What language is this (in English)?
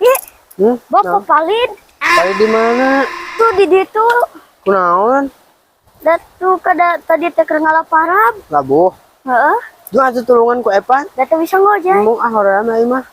Sundanese